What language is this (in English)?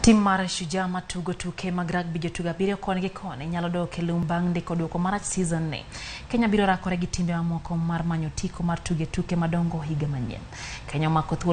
Luo (Kenya and Tanzania)